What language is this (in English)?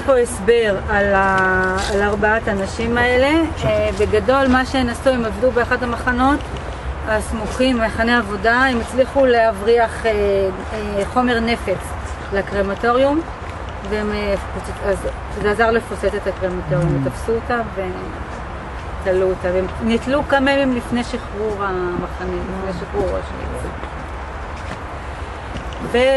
Hebrew